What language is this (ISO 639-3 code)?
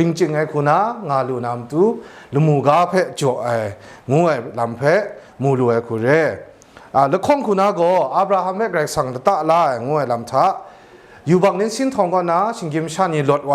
kac